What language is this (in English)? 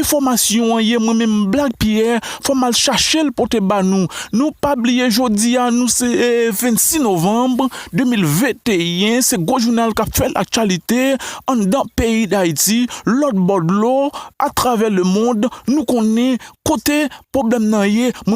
Haitian Creole